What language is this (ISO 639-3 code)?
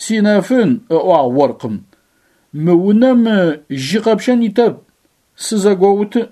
ady